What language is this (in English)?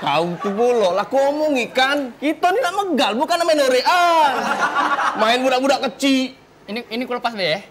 Musi